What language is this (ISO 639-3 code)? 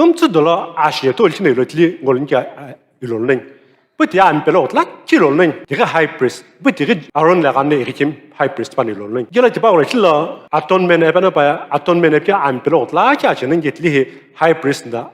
nsm